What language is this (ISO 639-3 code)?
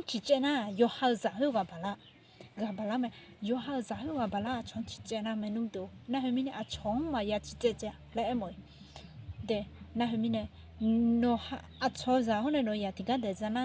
ahk